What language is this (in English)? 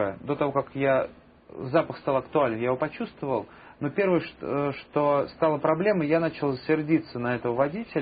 Russian